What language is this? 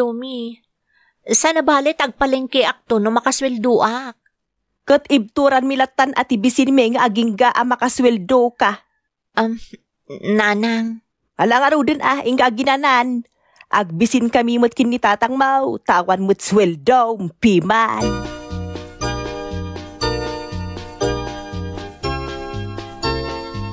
Iloko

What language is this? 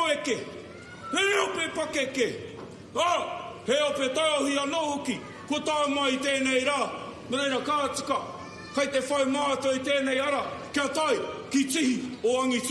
Māori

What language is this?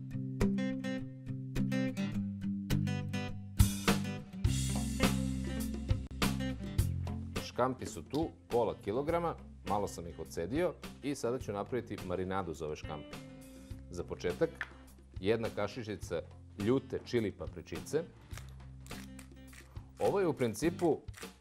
Serbian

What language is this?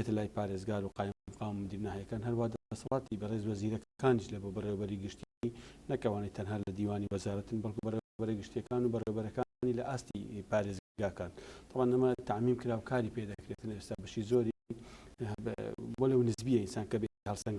Central Kurdish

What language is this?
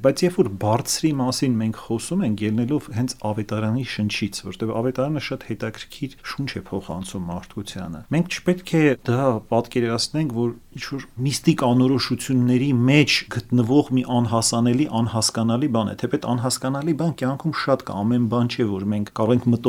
Armenian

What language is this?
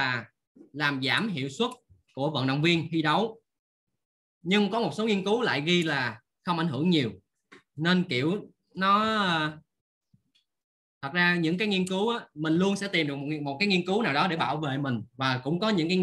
Vietnamese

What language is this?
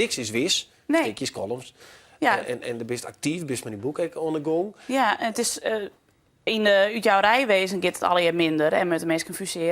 Western Frisian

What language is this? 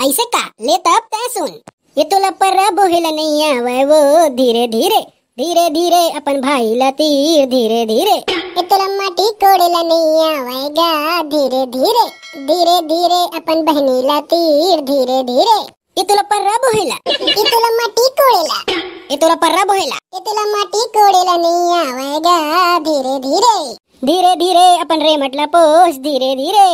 Chhattisgarhi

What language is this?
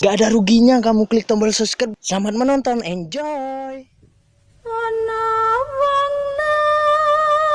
Javanese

